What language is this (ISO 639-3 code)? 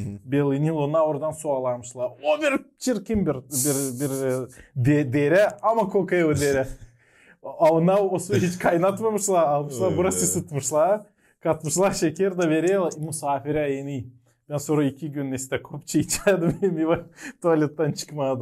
gag